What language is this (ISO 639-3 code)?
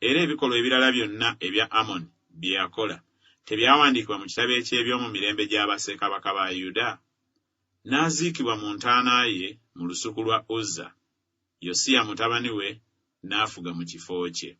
lug